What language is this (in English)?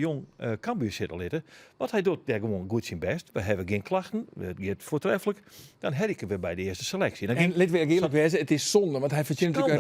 Western Frisian